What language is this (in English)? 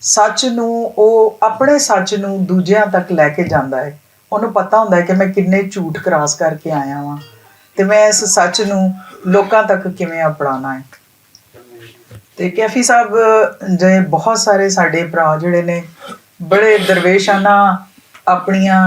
Western Panjabi